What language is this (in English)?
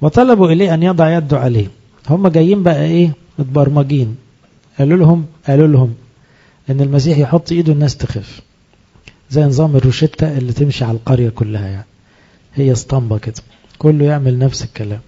Egyptian Arabic